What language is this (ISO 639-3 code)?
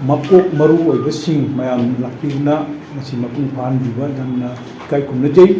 mni